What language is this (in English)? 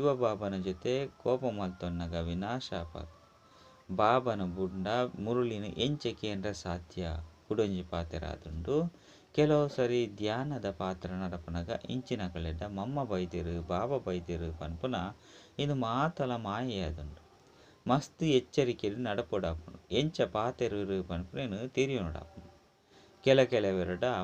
Tulu